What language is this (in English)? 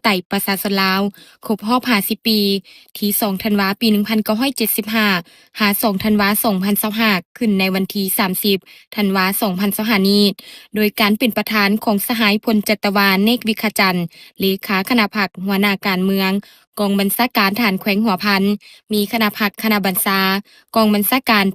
Lao